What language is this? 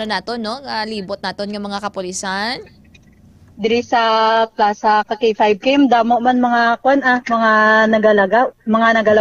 Hiligaynon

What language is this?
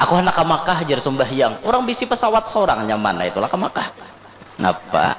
Banjar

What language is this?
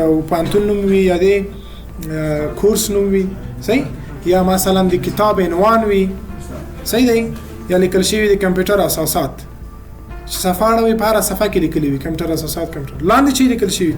Pashto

